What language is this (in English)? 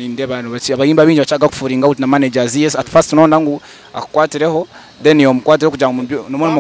Nyankole